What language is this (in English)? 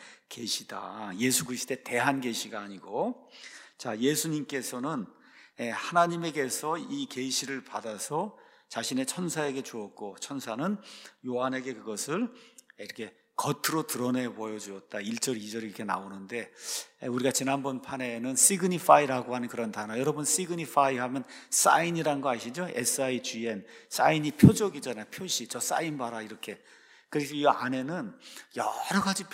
Korean